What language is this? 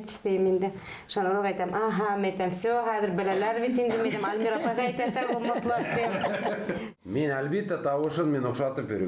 Bashkir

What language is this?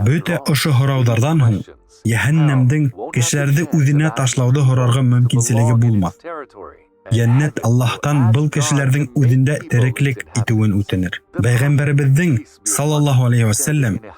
Bashkir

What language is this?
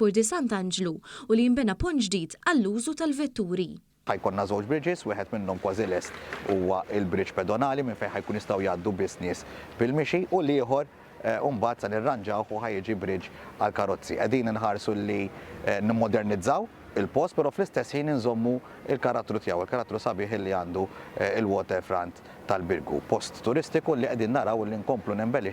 Maltese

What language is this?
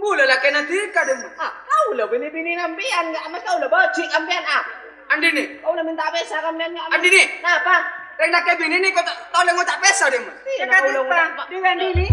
Madurese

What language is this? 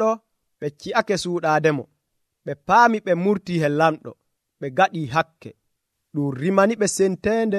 Nigerian Fulfulde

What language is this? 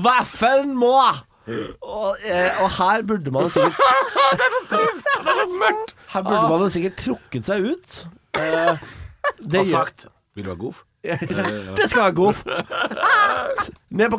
Norwegian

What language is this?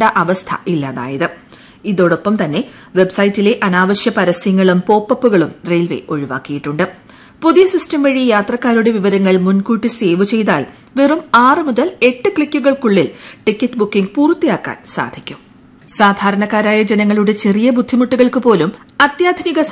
Malayalam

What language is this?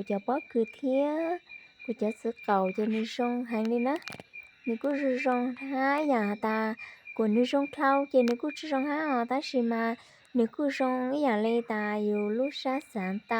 Hmong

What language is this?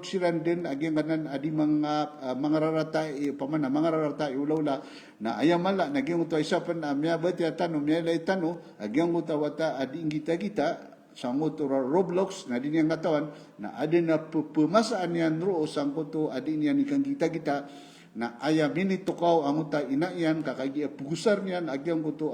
Maranao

